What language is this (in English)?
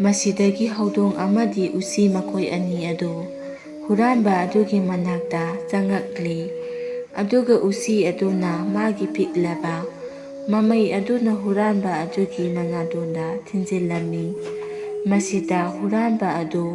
Manipuri